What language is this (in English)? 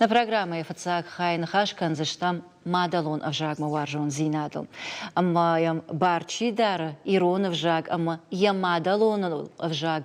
Ossetic